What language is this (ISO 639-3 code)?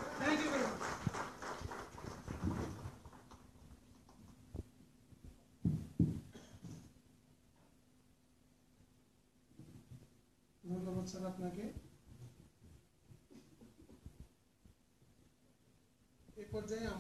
ben